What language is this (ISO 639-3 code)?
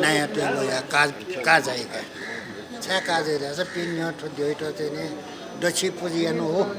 new